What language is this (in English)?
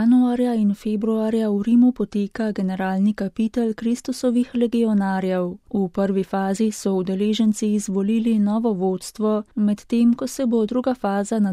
Slovenian